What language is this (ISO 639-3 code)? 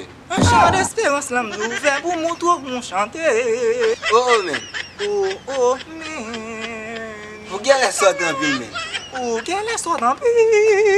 hat